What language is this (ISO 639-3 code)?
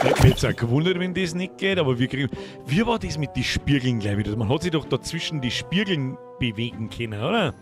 bar